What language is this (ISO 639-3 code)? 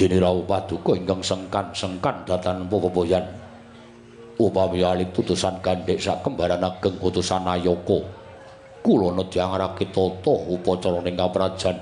jav